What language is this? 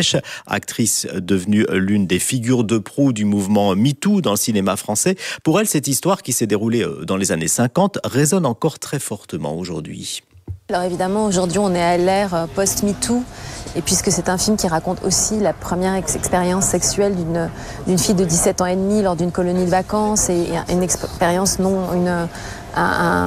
French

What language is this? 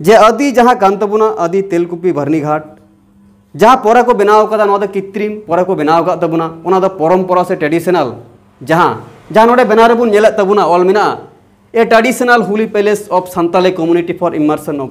Santali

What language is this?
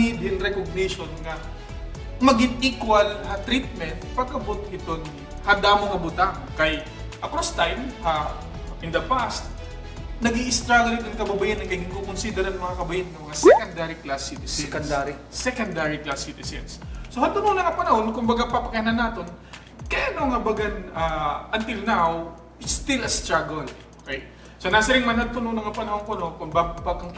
Waray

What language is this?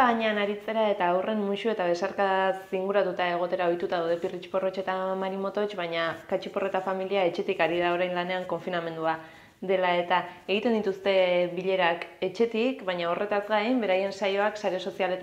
Basque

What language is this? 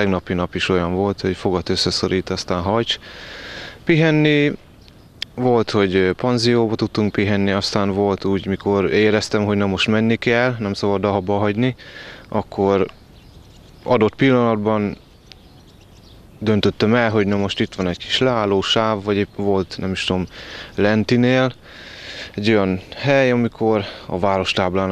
Hungarian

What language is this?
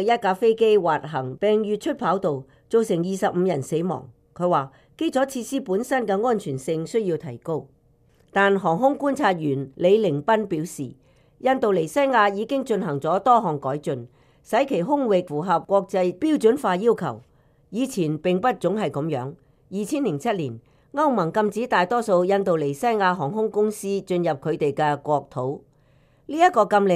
Cantonese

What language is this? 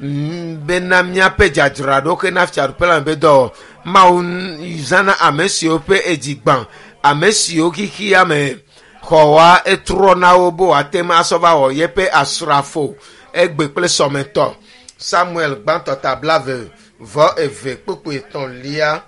Ewe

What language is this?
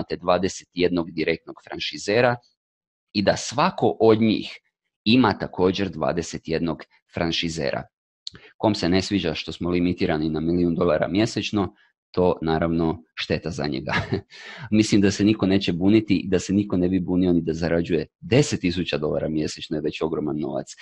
Croatian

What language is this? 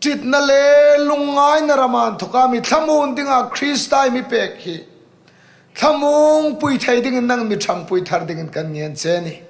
Hmar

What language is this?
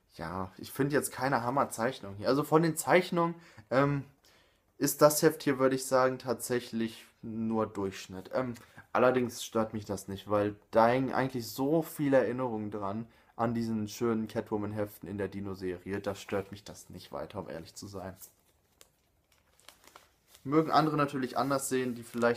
German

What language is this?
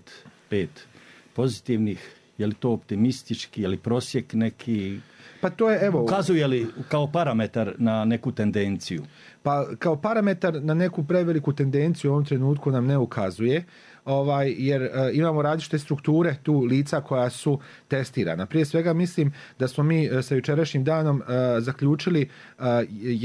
Bosnian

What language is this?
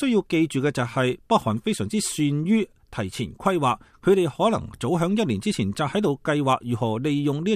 Cantonese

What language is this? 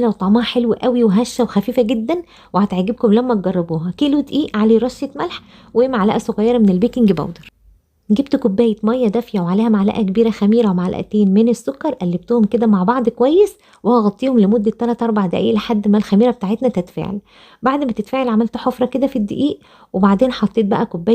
Egyptian Arabic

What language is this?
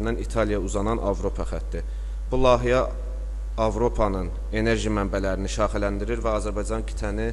Azerbaijani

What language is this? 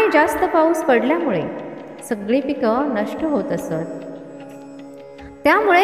Marathi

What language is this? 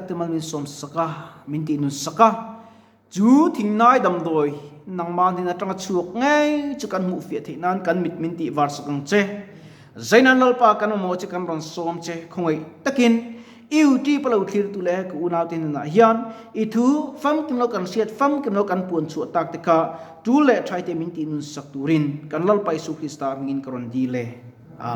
Mizo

